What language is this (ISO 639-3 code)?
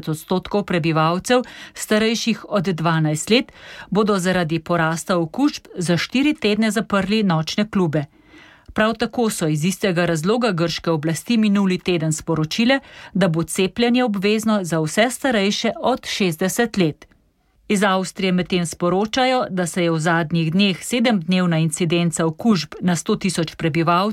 slv